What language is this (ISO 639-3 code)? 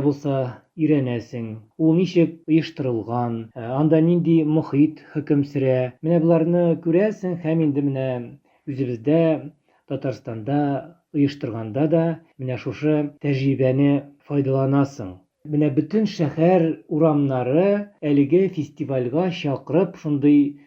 tat